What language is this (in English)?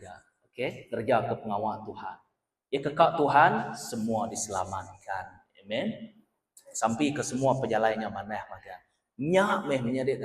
Iban